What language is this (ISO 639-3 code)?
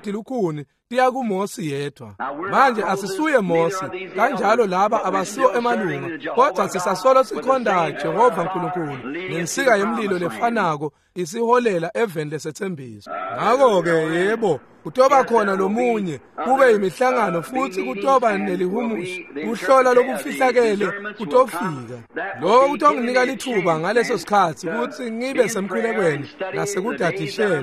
ssw